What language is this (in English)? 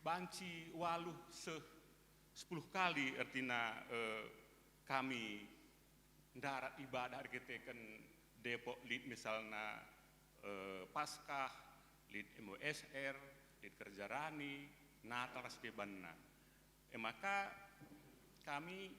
Batak Karo